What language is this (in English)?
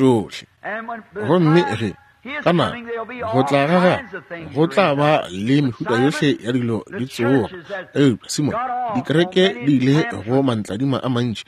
Northern Sotho